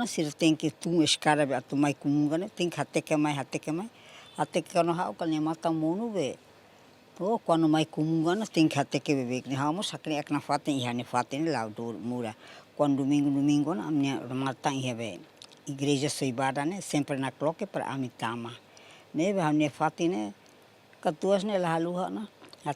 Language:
Tetum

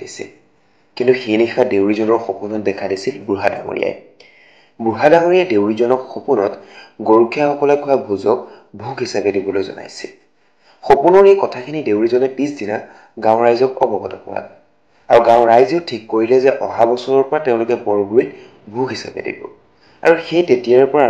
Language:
Assamese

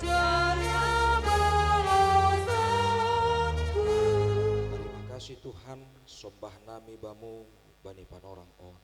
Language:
Batak Simalungun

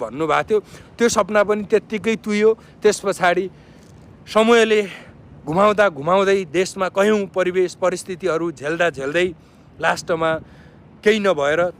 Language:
Nepali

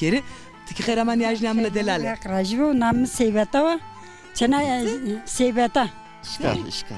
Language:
Zaza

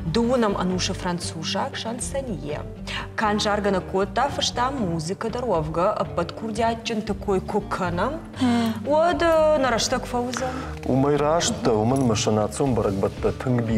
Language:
Ossetic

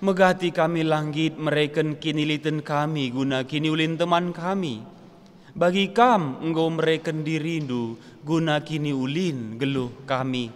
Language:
Batak Karo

